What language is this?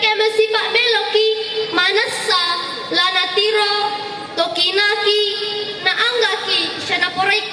Toraja-Sa'dan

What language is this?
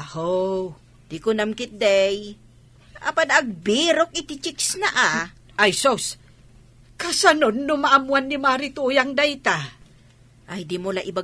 Iloko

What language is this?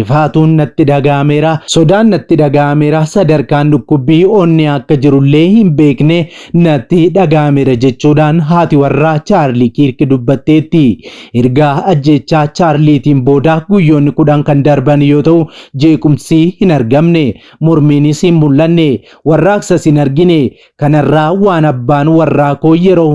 Oromo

